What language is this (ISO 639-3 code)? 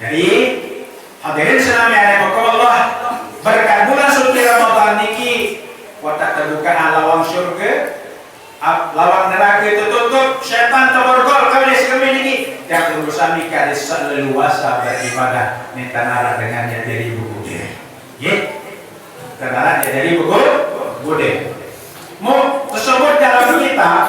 sas